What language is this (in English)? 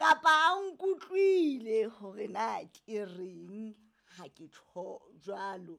Southern Sotho